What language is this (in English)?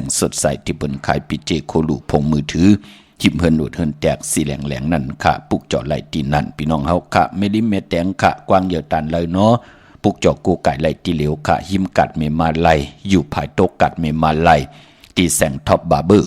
Shan